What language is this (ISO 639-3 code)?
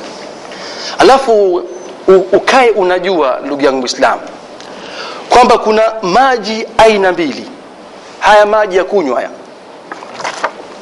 swa